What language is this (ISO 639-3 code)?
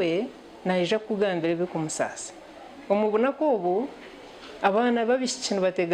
nyn